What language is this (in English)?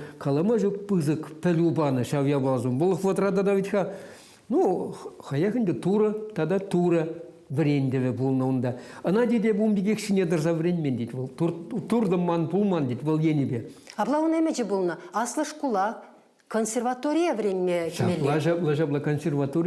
Chuvash